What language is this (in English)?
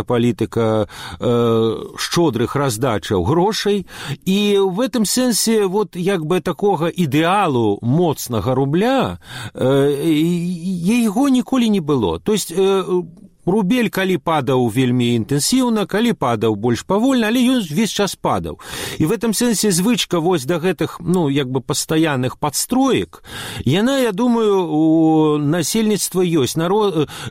Belarusian